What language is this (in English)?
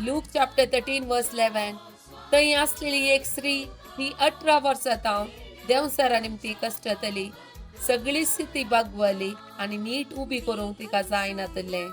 Konkani